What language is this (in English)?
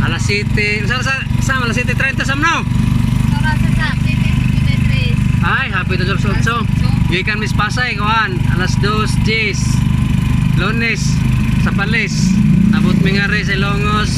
Cebuano